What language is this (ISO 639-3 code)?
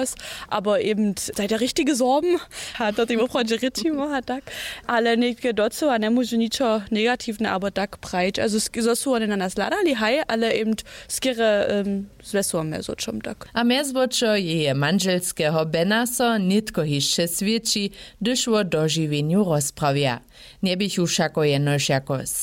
hsb